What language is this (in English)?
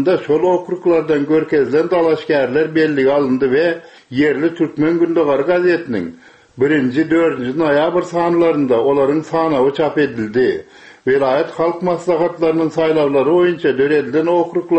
Turkmen